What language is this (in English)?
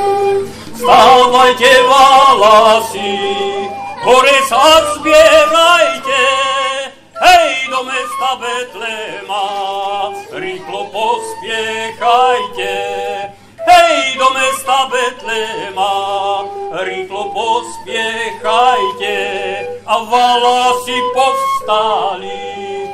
Slovak